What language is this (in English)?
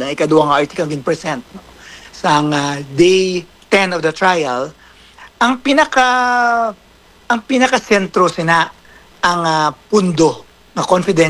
Hiligaynon